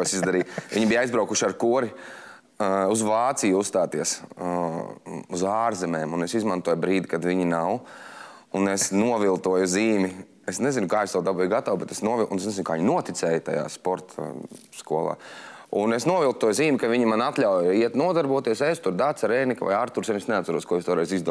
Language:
Latvian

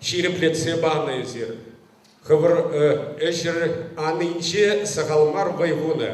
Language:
Chuvash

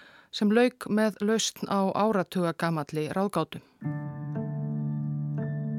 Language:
Icelandic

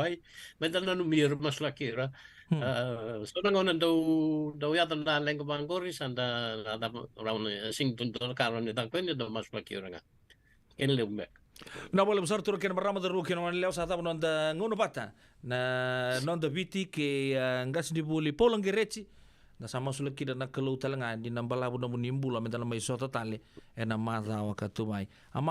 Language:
Fijian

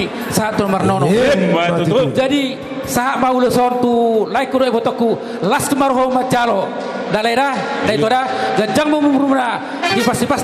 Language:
Batak Toba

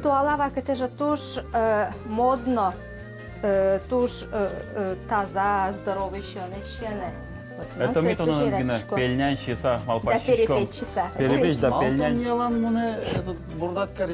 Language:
Udmurt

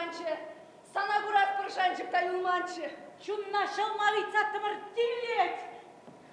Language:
Chuvash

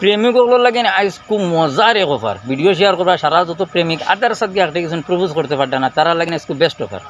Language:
Sylheti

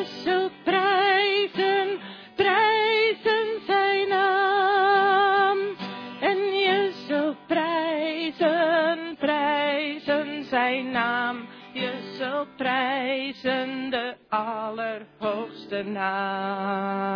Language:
Dutch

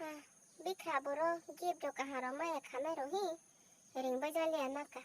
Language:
Kok Borok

